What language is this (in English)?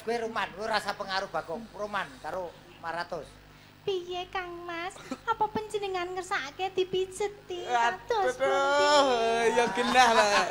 Javanese